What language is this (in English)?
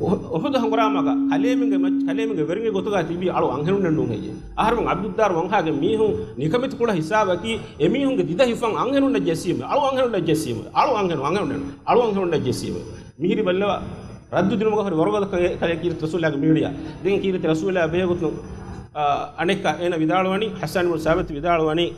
Divehi